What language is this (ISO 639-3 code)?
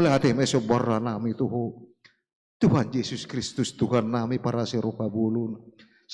bbc